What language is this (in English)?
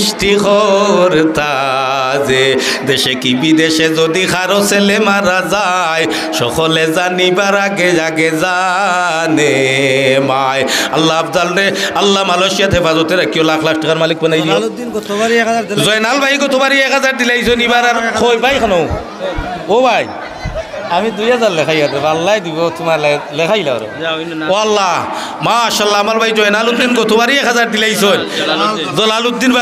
Sylheti